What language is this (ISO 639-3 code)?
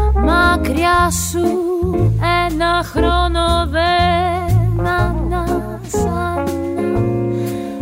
ell